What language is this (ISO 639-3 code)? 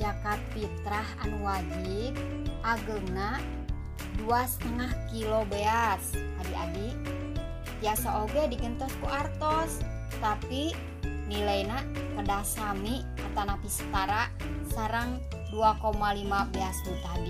sun